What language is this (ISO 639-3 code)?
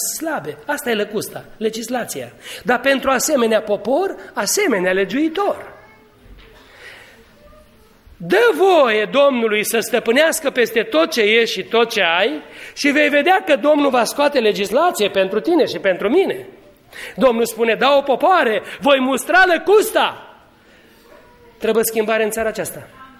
ron